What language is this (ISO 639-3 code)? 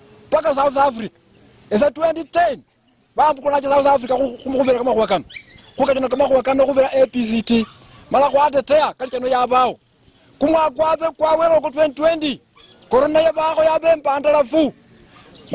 luy